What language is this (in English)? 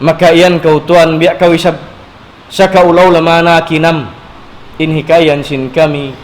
Tausug